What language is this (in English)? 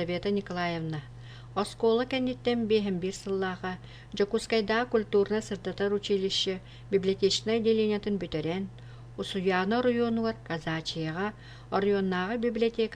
Yakut